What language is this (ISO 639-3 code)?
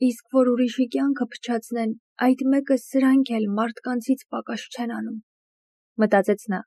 hye